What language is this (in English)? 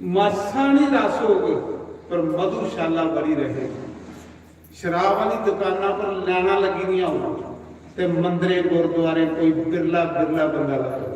Dogri